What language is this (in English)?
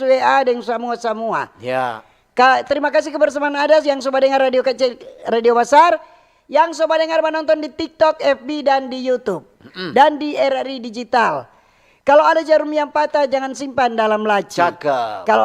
Manado Malay